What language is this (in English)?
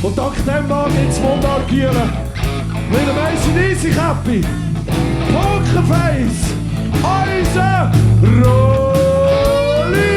Swiss German